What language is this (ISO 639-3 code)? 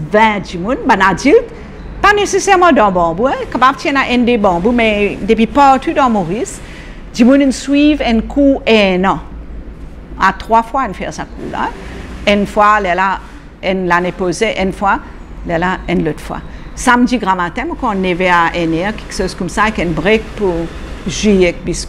mfe